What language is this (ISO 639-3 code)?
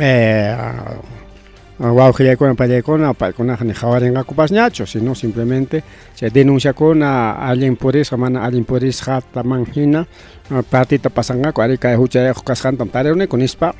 quy